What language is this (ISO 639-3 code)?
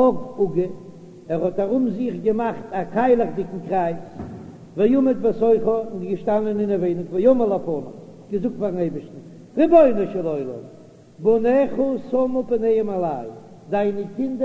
yid